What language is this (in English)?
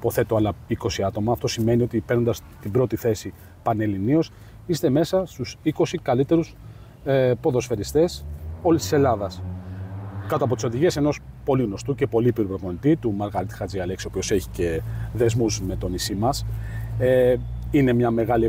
Greek